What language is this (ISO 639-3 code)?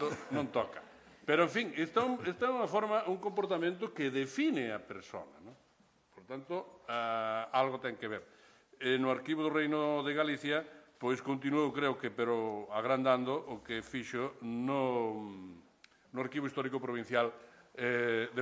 glg